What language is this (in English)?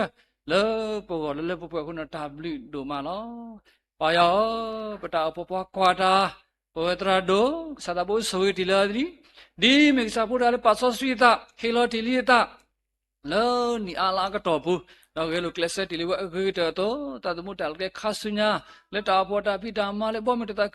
S'gaw Karen